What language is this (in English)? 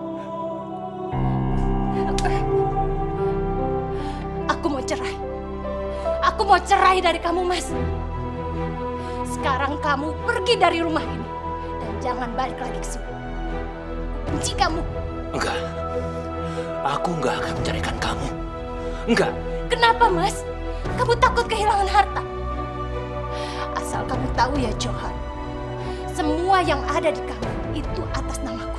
Indonesian